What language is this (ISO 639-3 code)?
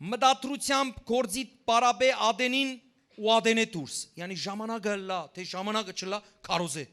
hyw